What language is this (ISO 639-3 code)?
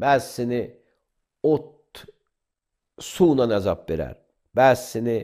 aze